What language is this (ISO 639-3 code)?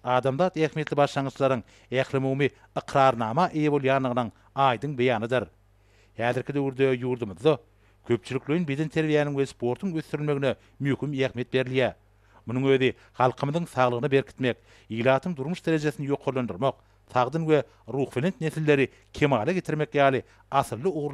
tuk